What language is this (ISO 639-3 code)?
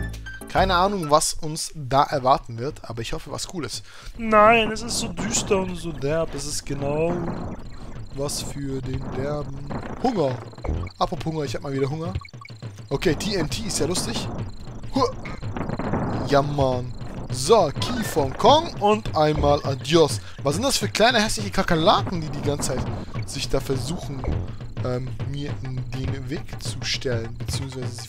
deu